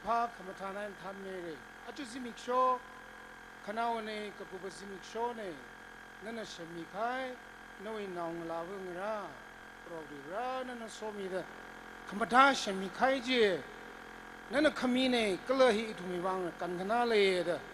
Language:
Tangkhul Naga (India)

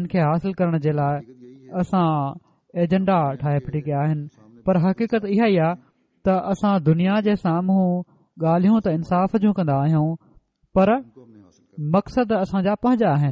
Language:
Sindhi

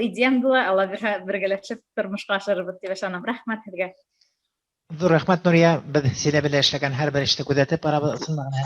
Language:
Bashkir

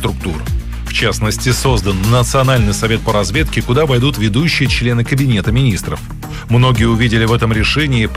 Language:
Russian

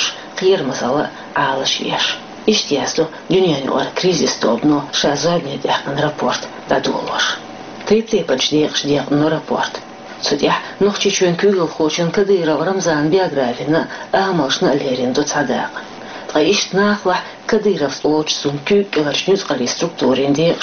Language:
Chechen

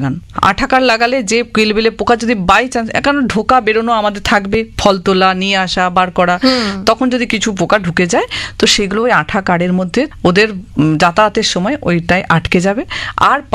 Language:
Bangla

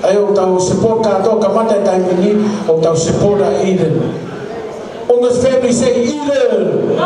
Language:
Tongan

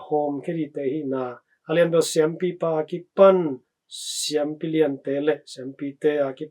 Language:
Tedim Chin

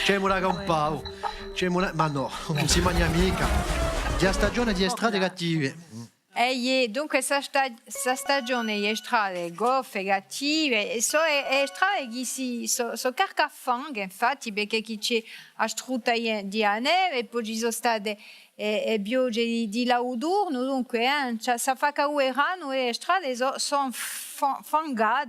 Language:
Corsican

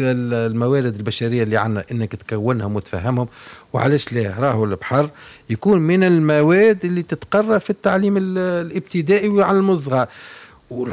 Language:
Tunisian Arabic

